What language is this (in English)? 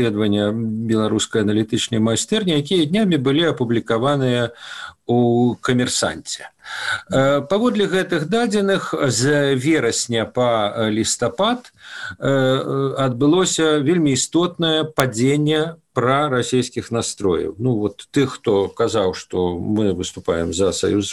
Belarusian